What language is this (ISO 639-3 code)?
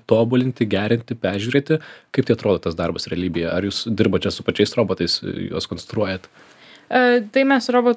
lit